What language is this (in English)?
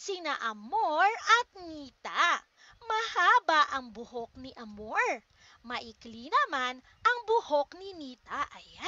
Filipino